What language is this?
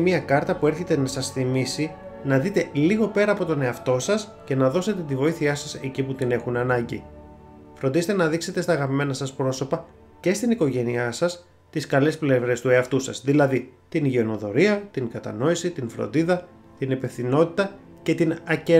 Greek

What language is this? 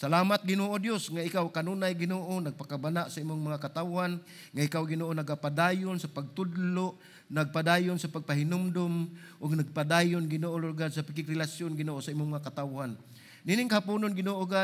Cebuano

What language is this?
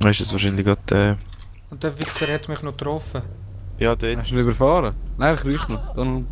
Swiss German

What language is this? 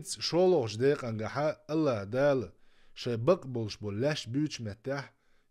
Chechen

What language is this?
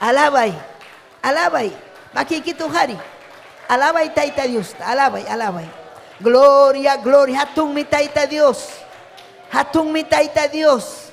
Ayacucho Quechua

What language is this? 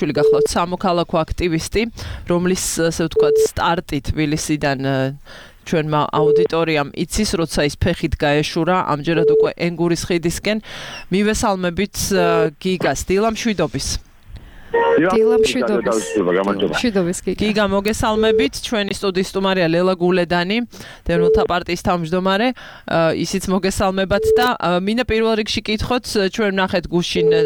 Georgian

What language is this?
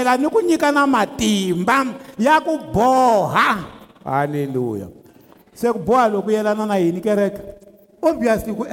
Tsonga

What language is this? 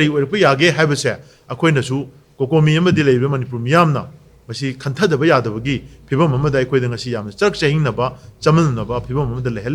Manipuri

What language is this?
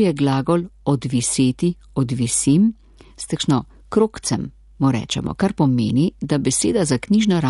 Slovenian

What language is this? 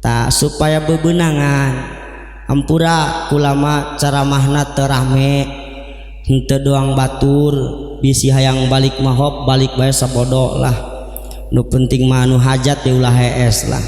Sundanese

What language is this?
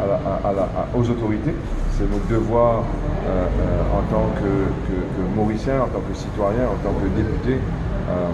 Morisyen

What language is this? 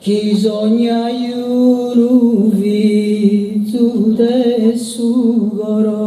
Sardinian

